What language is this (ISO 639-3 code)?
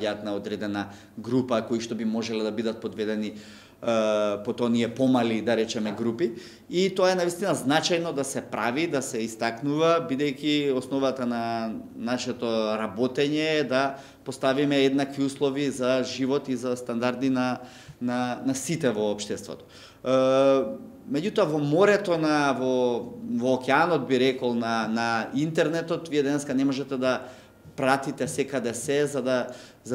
mkd